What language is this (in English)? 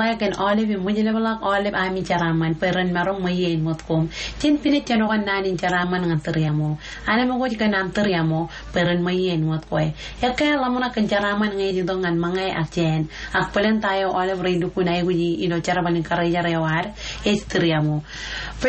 Marshallese